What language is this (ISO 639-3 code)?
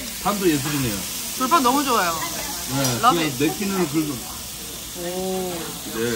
kor